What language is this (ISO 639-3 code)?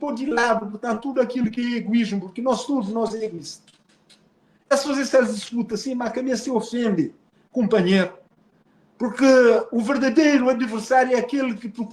kea